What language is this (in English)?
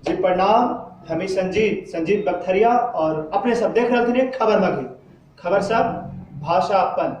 Magahi